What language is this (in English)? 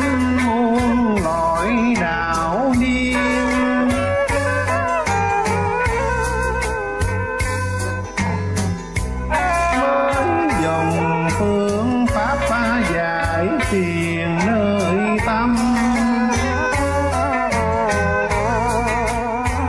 Vietnamese